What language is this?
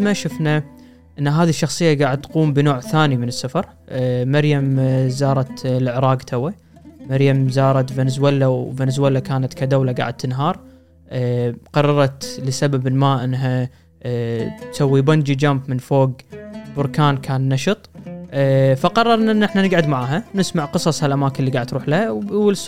Gulf Arabic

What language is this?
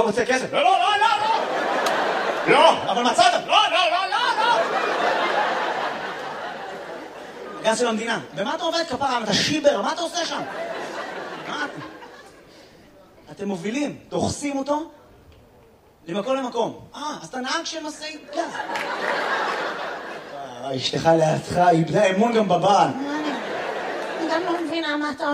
Hebrew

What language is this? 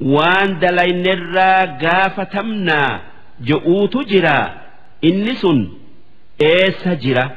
Oromo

